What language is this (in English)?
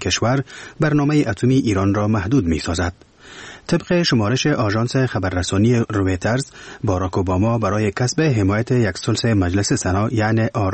Persian